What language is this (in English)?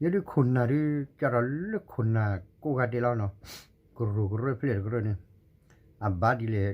S'gaw Karen